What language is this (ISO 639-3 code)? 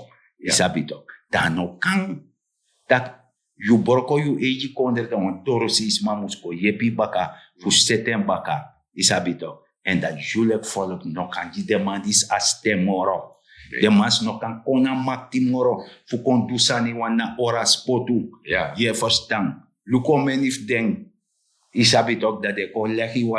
srn